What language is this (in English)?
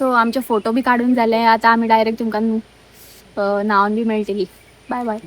Konkani